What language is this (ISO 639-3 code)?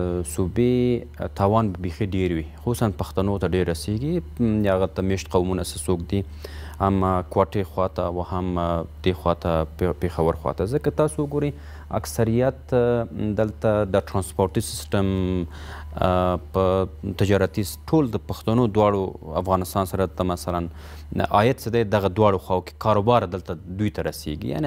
pus